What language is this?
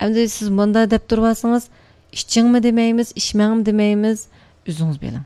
Uyghur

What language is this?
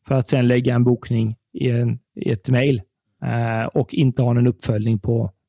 Swedish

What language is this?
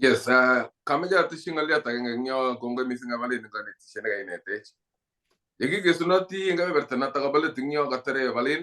Kalenjin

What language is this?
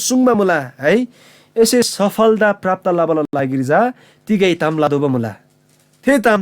Eastern Tamang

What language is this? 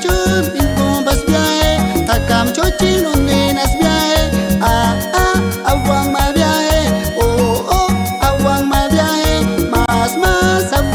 Aguaruna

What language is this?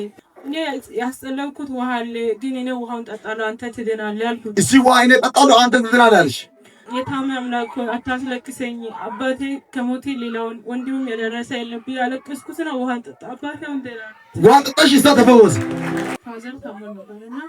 Amharic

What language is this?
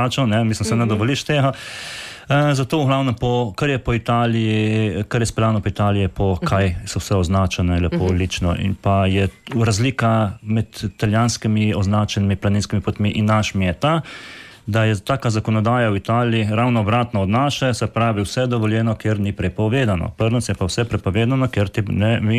Slovenian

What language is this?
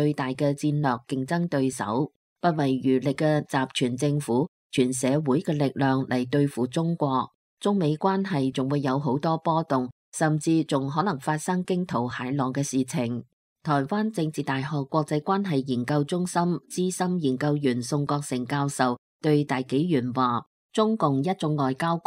Cantonese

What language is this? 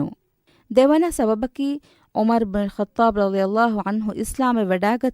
Divehi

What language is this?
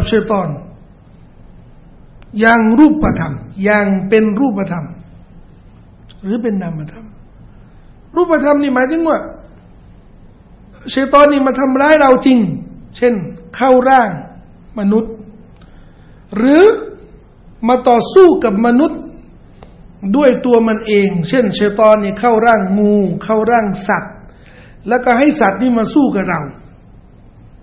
Thai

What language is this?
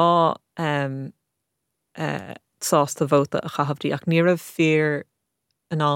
Irish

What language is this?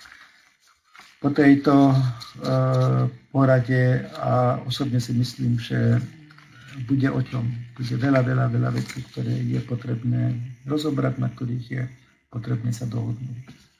Slovak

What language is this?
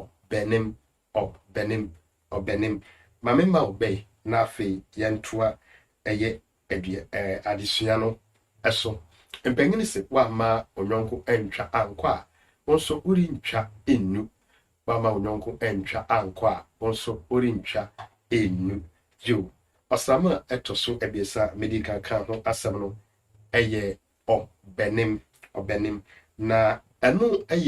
Akan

